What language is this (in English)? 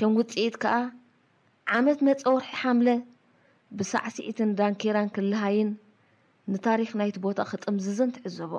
Tigrinya